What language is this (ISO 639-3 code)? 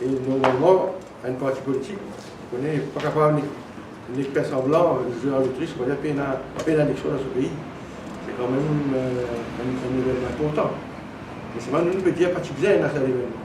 mfe